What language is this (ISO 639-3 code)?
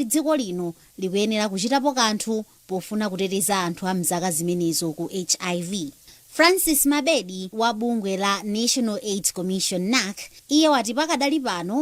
nya